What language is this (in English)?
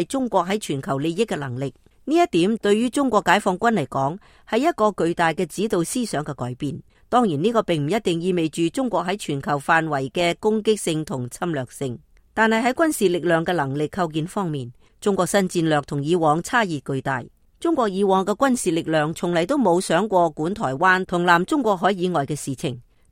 Cantonese